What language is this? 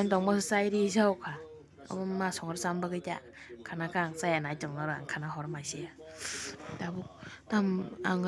Kok Borok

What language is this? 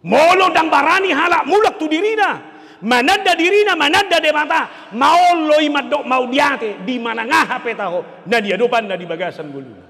Batak Toba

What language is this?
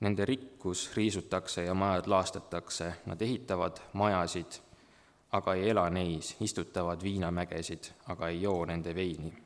Estonian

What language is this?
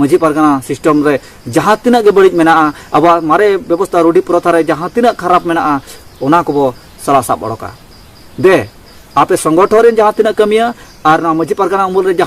Santali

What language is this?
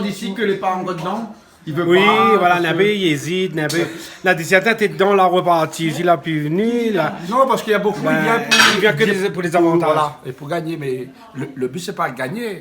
Réunion Creole French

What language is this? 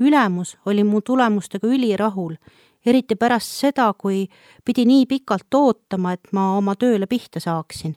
Estonian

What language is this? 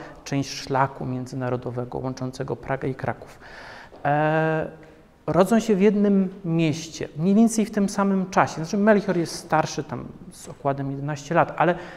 Polish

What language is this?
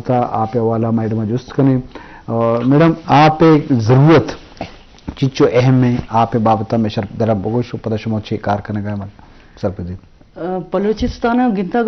Eastern Balochi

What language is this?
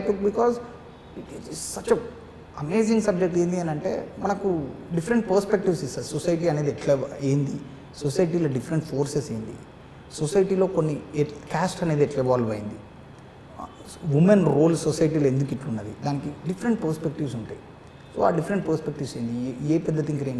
Telugu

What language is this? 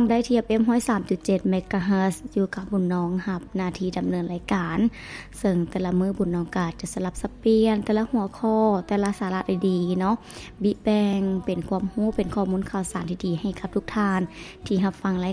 Lao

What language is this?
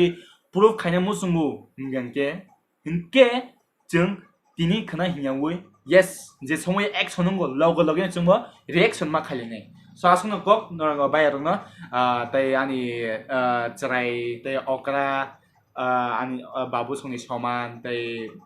Kok Borok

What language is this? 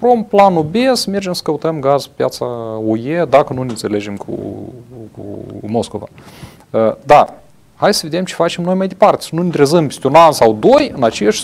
Romanian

